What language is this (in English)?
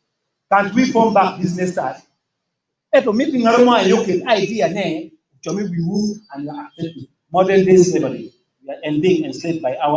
Acoli